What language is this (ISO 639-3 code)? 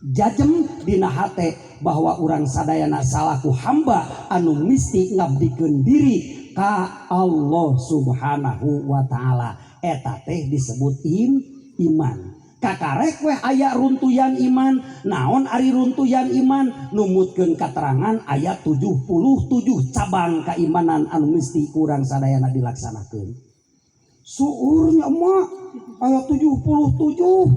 sun